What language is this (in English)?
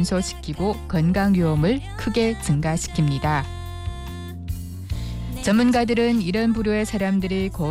Korean